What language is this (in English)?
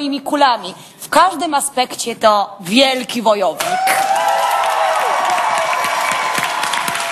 Polish